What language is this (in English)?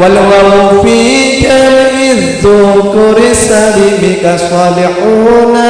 Madurese